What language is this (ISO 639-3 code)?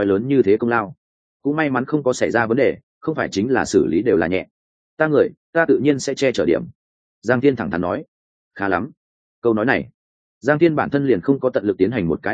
vie